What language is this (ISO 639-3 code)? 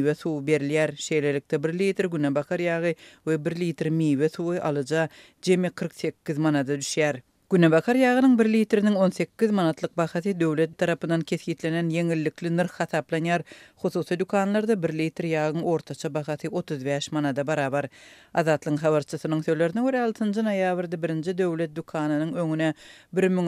tuk